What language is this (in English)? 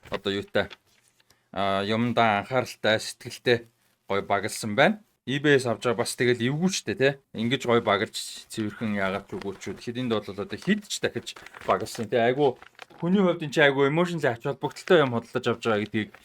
Mongolian